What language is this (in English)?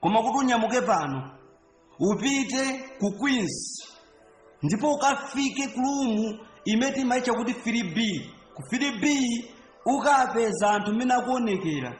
Nyanja